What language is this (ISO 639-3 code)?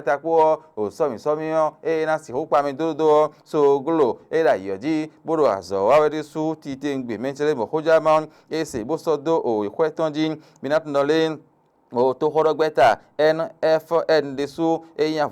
fon